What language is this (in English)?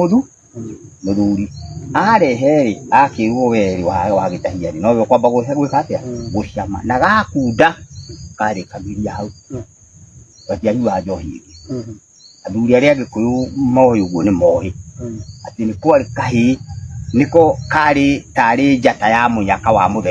Kikuyu